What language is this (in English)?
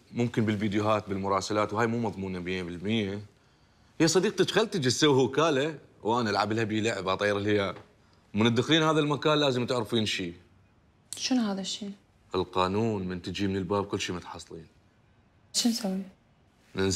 Mesopotamian Arabic